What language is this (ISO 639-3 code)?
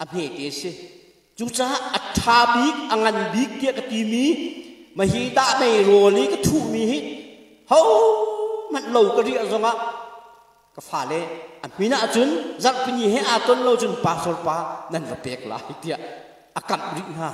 cnh